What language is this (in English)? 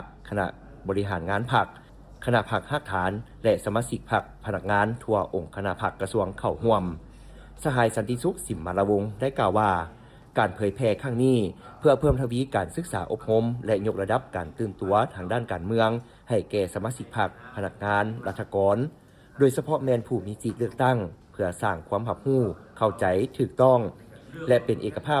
Lao